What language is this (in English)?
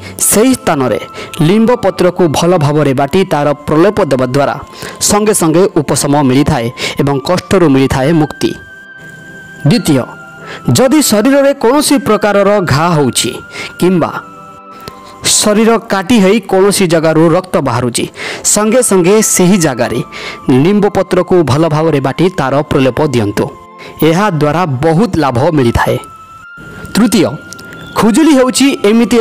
Odia